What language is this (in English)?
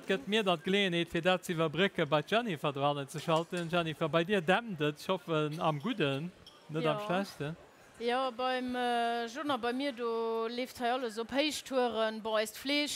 Luxembourgish